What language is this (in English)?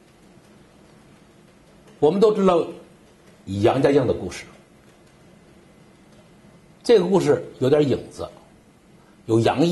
Chinese